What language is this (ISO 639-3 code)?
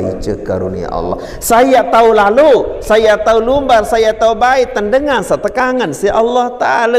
sas